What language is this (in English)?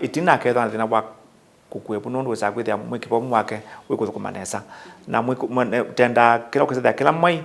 Kamba